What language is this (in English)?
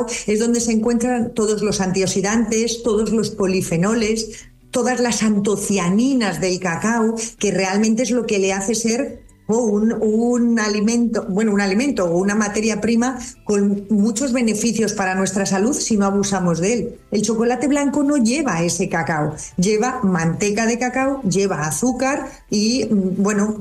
Spanish